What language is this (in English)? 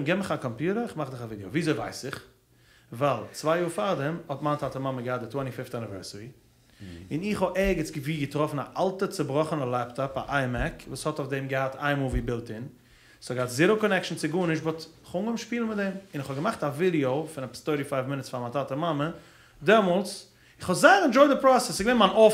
Yiddish